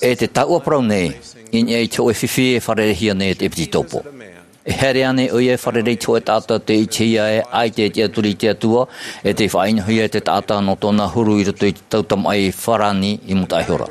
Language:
Tahitian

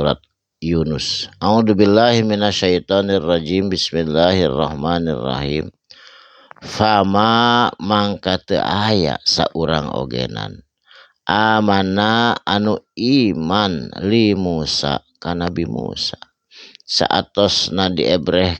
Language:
Sundanese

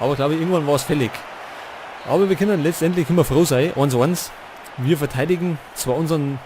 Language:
Bavarian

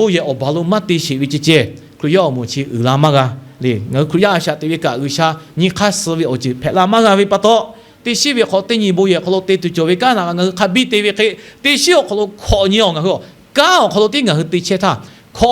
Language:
Lahu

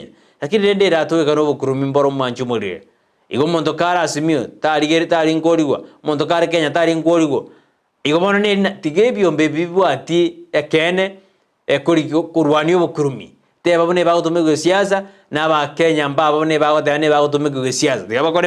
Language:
Gusii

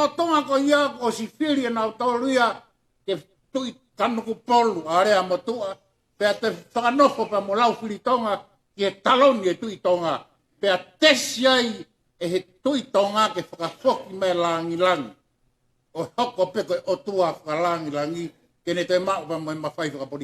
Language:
Tongan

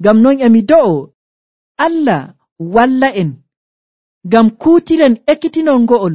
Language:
Nigerian Fulfulde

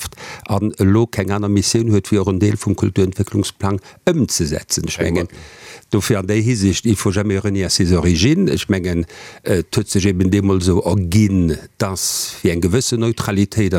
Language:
Luxembourgish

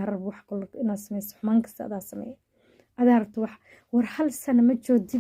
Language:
Somali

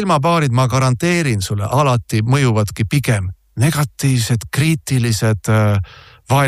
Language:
Estonian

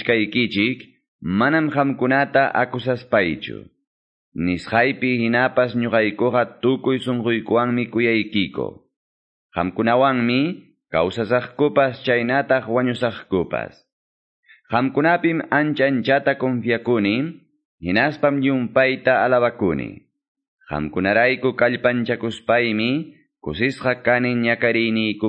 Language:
Quechua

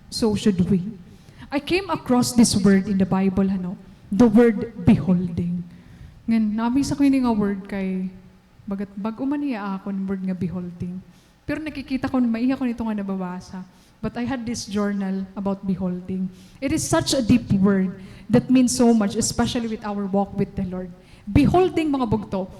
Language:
Waray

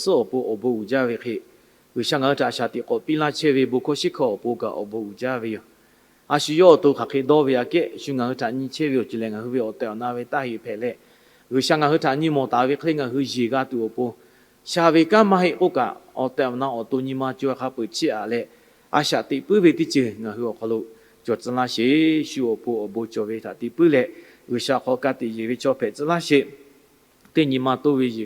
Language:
Lahu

